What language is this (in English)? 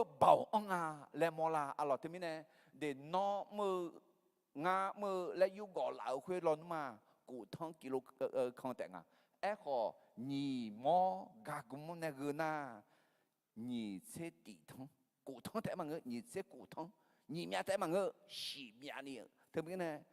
Akha